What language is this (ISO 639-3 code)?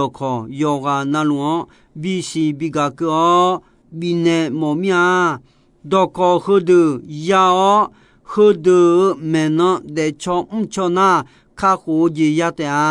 ahk